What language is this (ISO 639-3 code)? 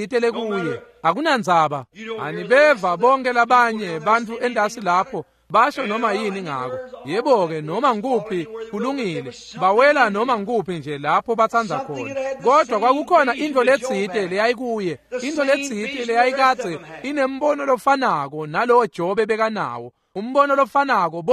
ssw